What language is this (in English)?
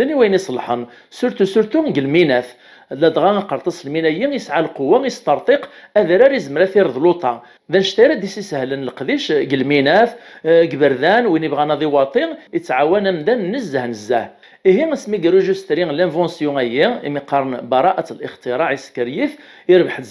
Kabyle